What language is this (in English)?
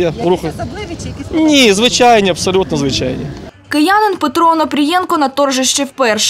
Ukrainian